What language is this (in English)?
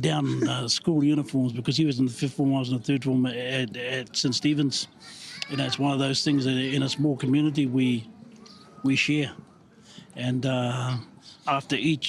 Māori